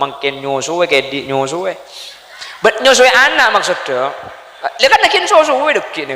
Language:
Madurese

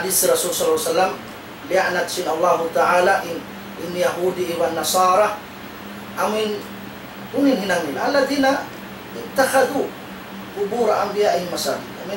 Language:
Tausug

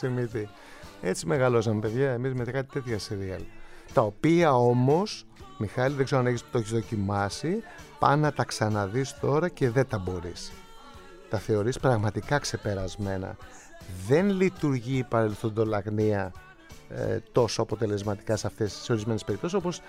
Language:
Greek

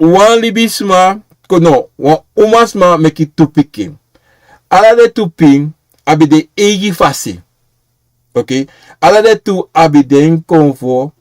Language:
Sranan Tongo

